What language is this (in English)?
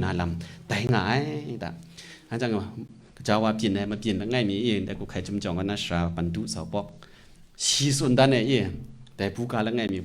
Kachin